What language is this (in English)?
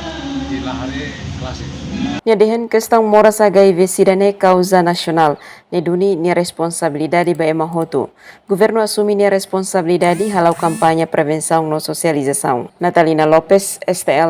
Tetum